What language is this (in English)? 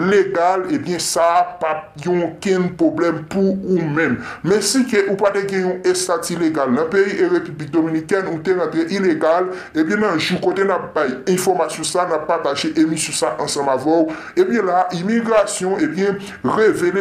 Haitian Creole